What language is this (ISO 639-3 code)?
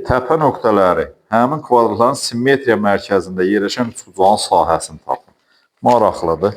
aze